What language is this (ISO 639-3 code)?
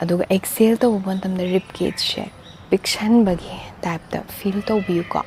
mni